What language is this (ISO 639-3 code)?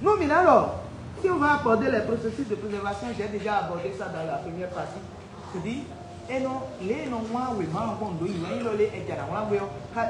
fon